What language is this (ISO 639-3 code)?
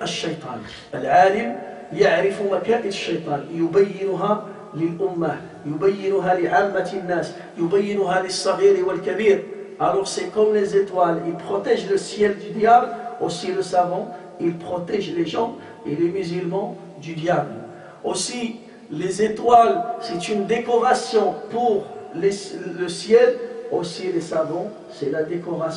fra